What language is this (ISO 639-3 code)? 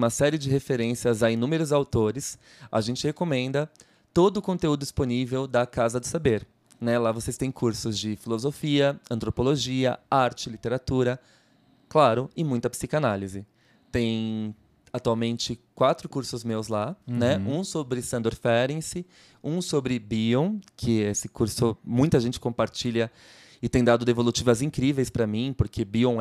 por